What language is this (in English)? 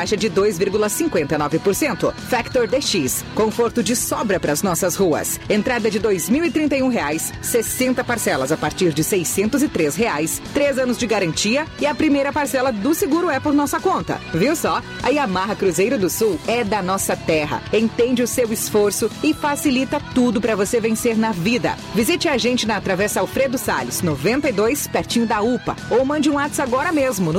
Portuguese